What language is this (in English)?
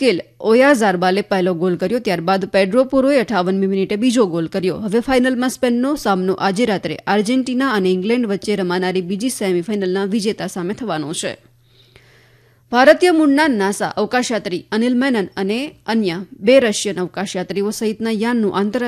Gujarati